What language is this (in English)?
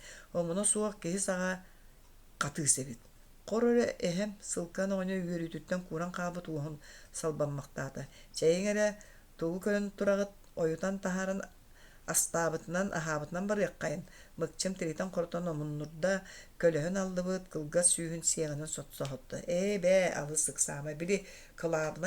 Yakut